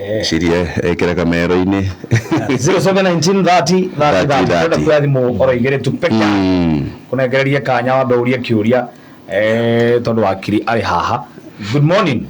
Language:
Kikuyu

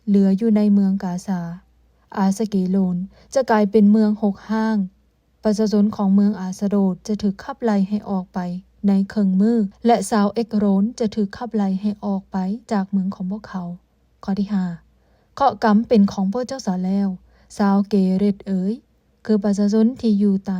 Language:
Lao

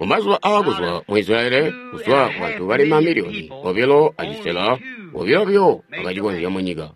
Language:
Tonga (Zambia)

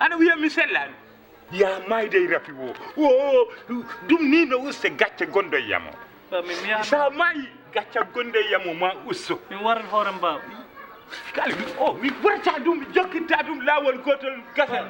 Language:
Fula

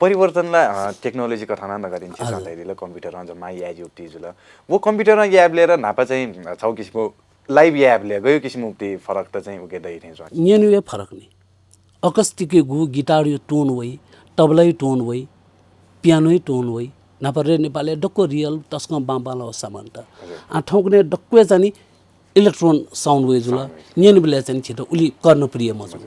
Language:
Newari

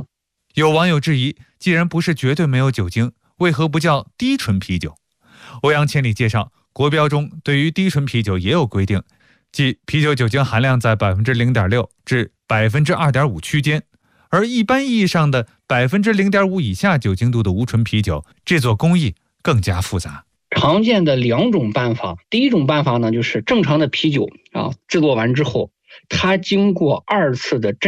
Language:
Chinese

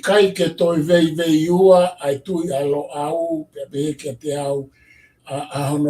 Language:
Tongan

